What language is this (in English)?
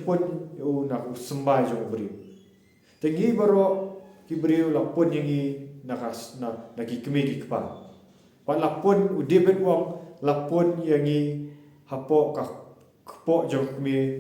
Khasi